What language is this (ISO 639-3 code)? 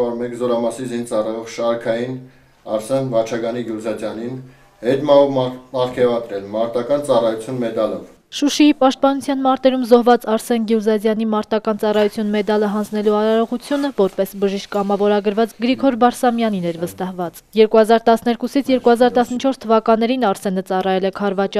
hye